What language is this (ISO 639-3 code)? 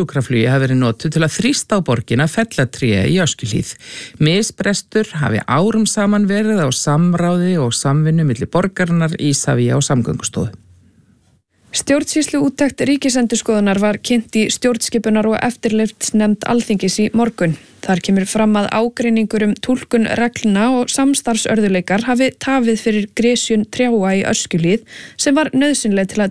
isl